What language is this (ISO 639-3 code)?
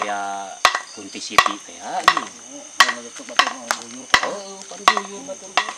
sun